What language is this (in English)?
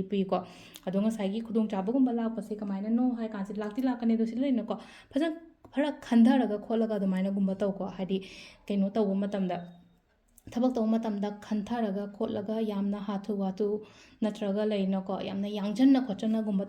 Manipuri